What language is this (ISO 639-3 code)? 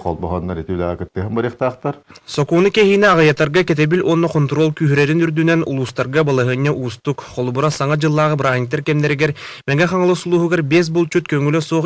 sah